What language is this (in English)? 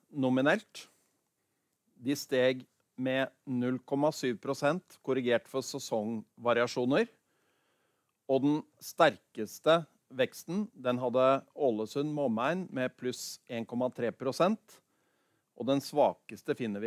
Norwegian